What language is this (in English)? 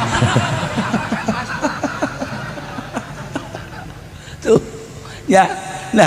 Sundanese